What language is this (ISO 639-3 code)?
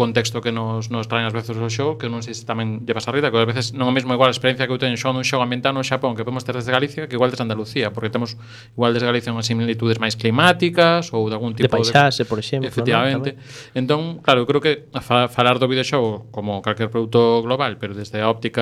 glg